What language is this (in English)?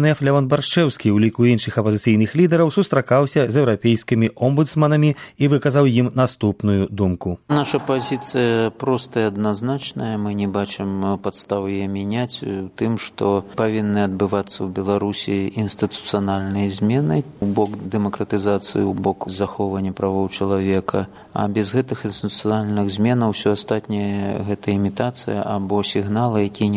Belarusian